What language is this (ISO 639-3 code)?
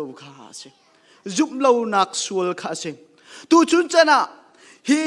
cnh